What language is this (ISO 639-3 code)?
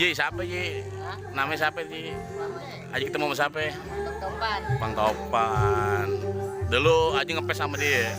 bew